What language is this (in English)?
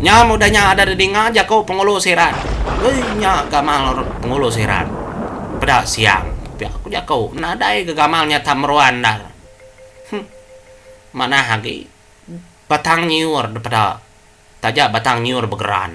Iban